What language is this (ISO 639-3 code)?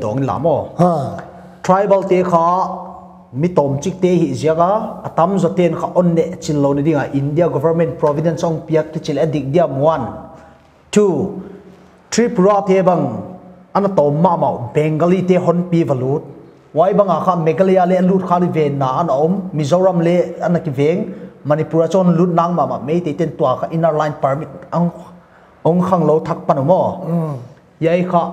pck